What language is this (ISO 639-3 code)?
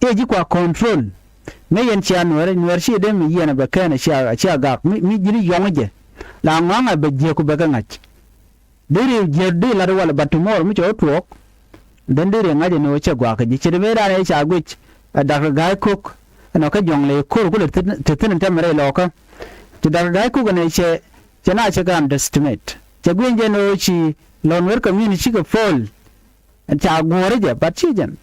nus